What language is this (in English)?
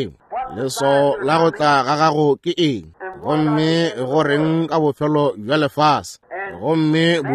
Northern Sotho